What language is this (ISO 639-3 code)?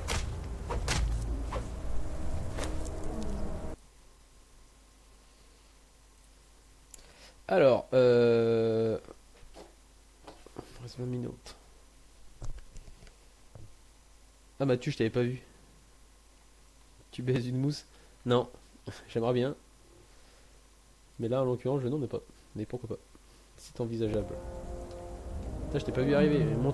fra